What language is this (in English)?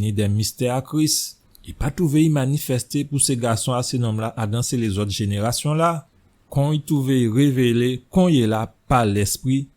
Guadeloupean Creole French